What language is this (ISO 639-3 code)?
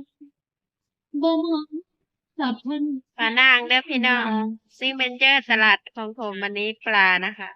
tts